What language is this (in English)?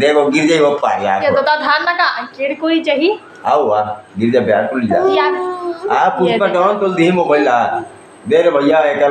Chhattisgarhi